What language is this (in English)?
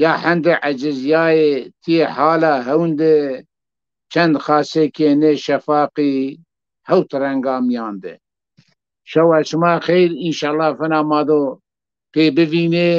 Zaza